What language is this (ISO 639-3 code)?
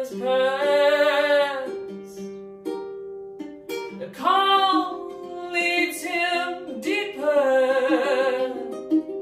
eng